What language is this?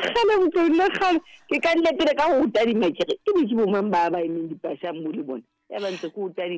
Southern Sotho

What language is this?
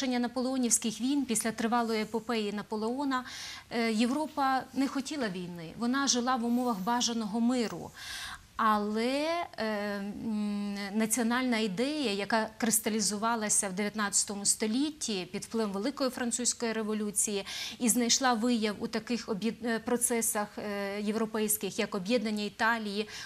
Ukrainian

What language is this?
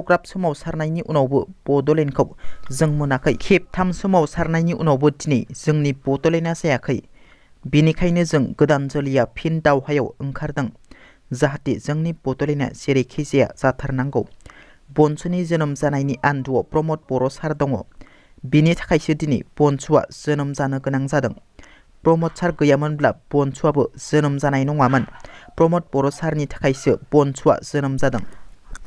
Bodo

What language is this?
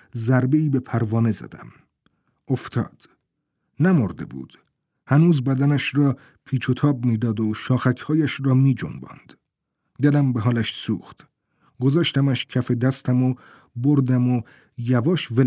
Persian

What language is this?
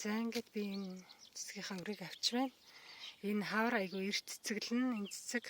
Mongolian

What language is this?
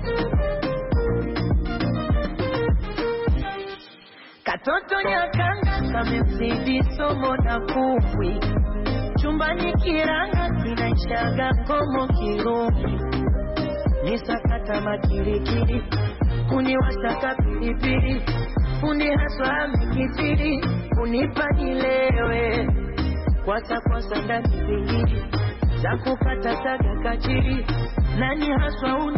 Swahili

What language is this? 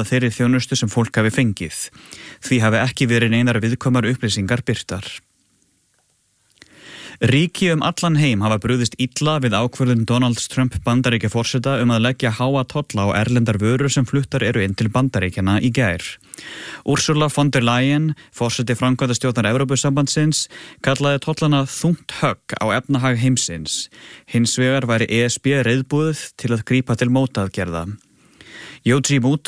Icelandic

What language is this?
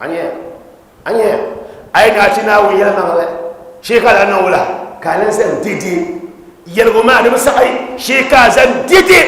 Dagbani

